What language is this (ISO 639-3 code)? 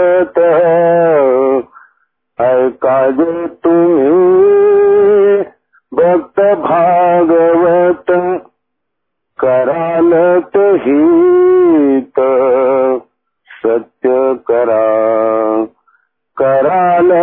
mar